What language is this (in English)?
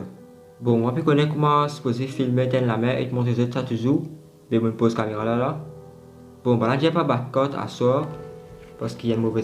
Morisyen